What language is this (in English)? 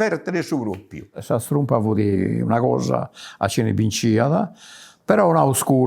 Sardinian